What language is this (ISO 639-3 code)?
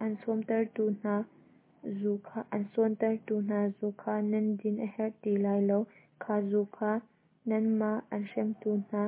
cnh